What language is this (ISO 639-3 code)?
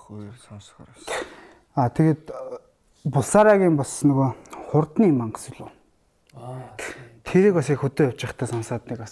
mon